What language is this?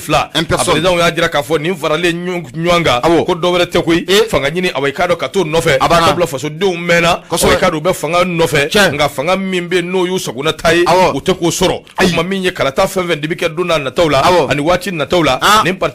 Bambara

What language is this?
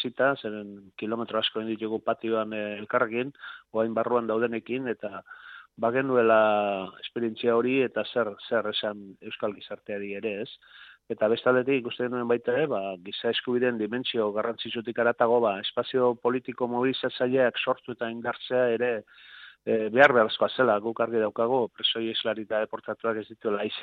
Basque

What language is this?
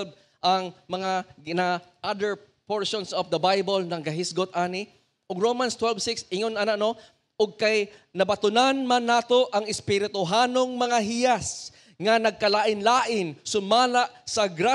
Cebuano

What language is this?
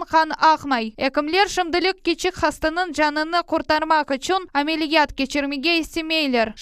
Crimean Tatar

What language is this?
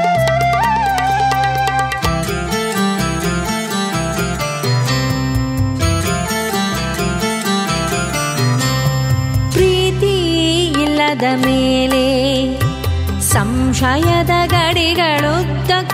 Kannada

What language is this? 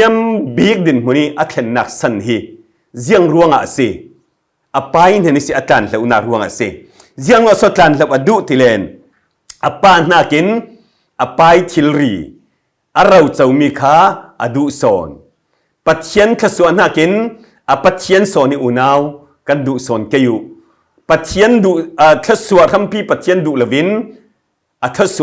Falam Chin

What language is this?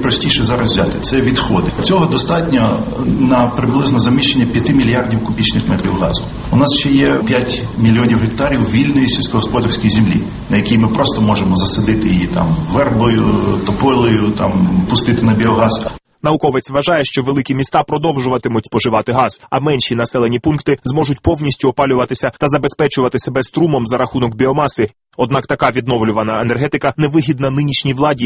Ukrainian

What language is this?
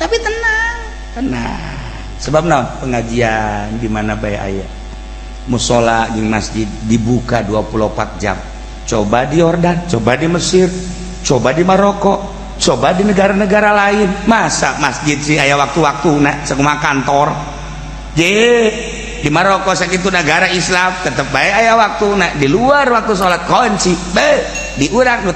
Sundanese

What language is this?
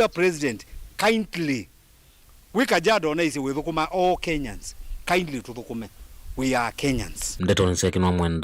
Kamba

